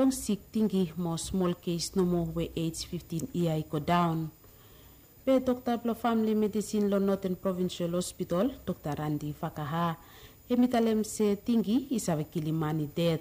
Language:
Bislama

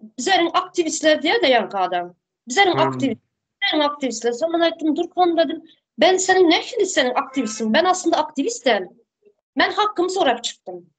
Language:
Turkmen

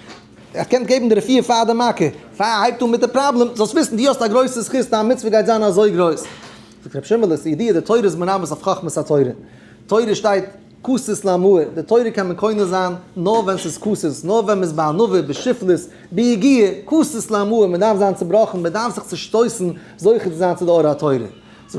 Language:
Yiddish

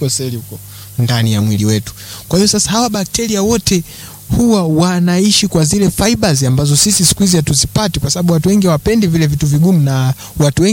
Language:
Swahili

